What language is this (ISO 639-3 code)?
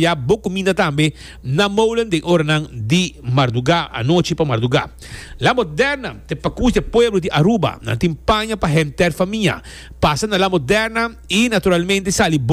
pap